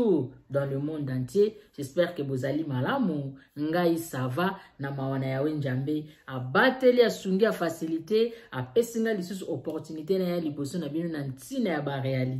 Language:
Lingala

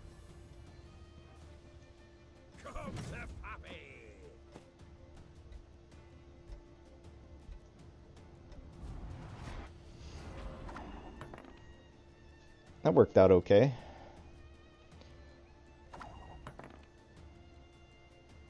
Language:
English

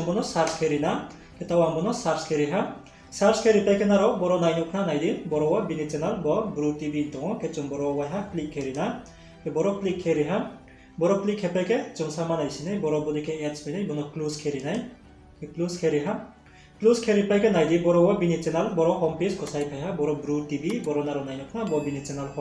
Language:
Riang (India)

